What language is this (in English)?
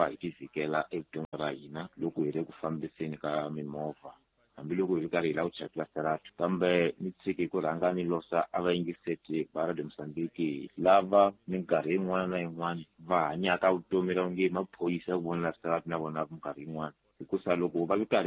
Tsonga